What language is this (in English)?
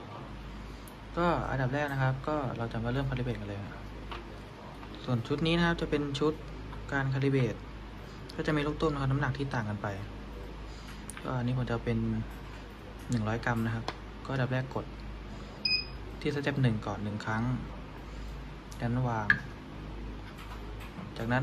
Thai